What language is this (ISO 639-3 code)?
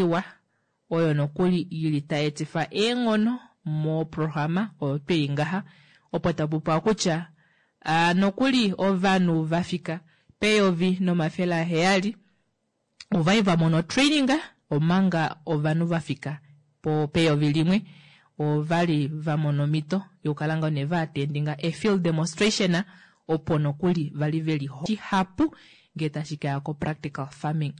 kua